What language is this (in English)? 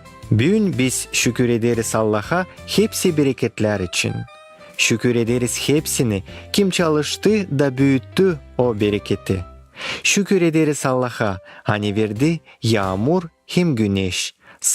Gagauz